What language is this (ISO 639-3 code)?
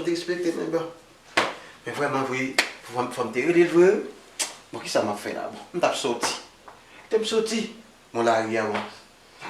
hat